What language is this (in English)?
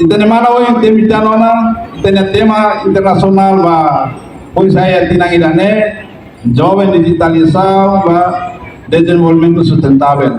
Tetum